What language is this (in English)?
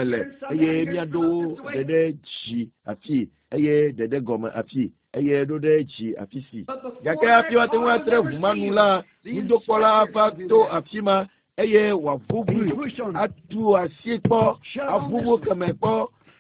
Ewe